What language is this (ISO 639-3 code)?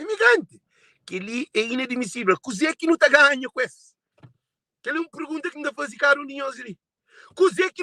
kea